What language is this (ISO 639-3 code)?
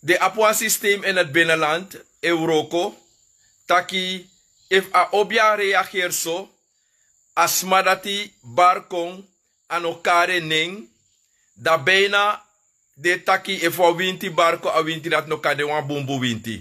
srn